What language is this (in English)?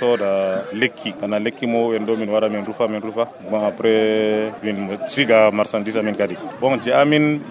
Nigerian Fulfulde